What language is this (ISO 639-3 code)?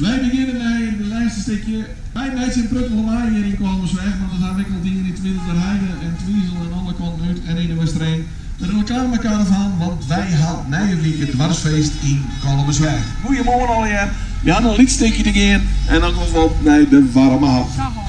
fry